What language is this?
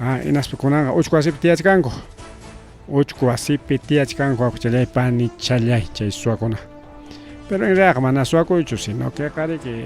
Ayacucho Quechua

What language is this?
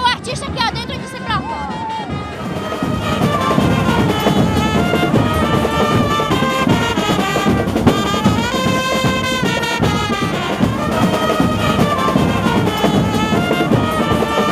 Portuguese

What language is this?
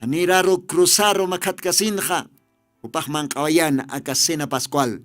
Aymara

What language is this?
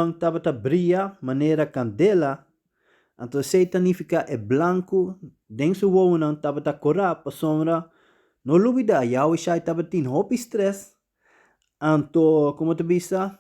Papiamento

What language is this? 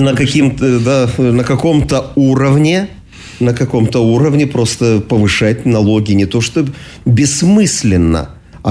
Russian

